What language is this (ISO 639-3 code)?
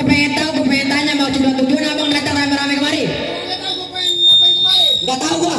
bew